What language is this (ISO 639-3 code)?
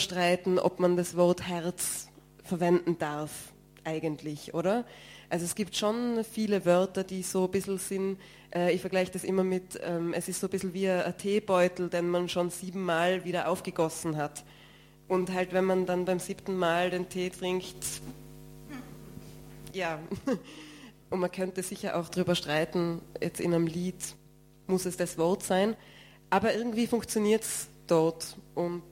deu